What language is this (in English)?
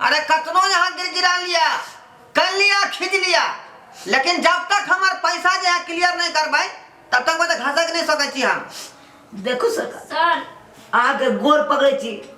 Maithili